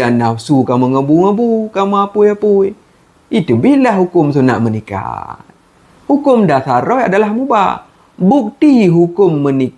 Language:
Achinese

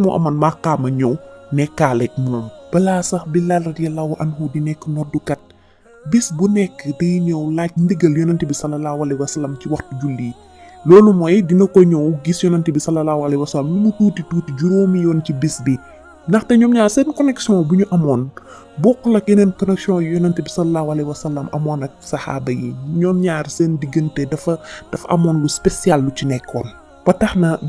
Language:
Wolof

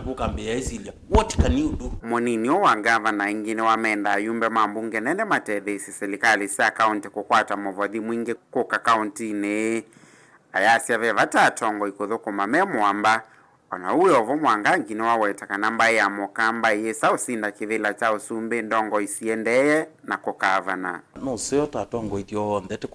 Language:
Kamba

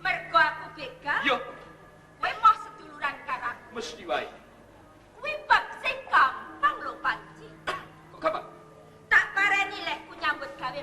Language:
Javanese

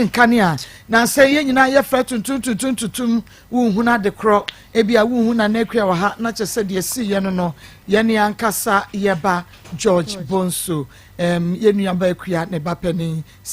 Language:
Akan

